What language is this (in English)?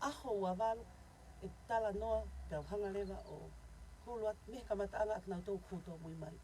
Tongan